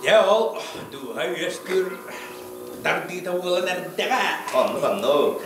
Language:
Yakut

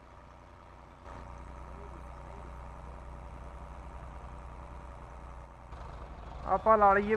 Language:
Punjabi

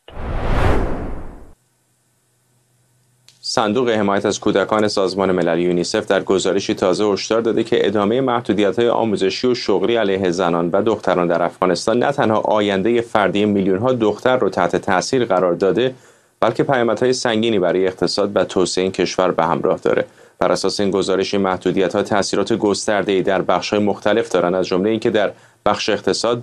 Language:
Persian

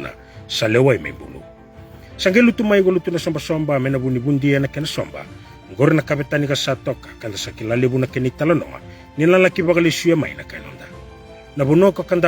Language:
Fijian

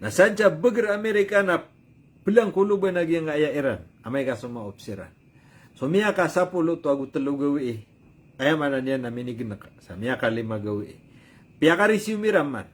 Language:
Maranao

